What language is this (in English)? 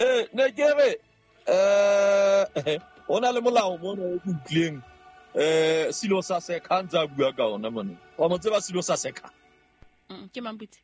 Southern Sotho